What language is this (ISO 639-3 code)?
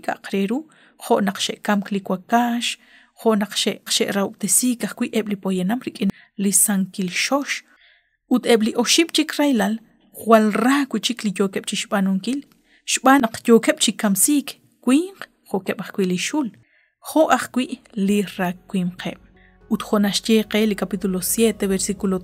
kek